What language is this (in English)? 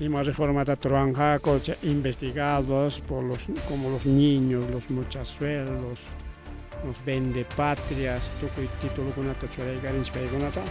Ayacucho Quechua